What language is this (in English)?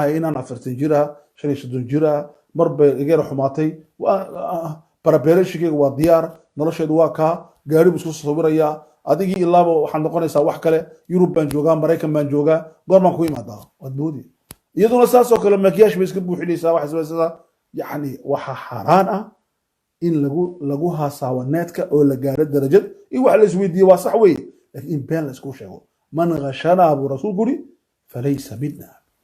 Somali